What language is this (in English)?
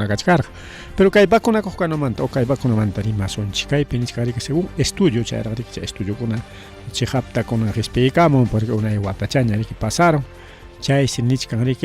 Ayacucho Quechua